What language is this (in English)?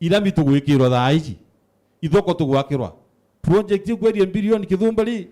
Meru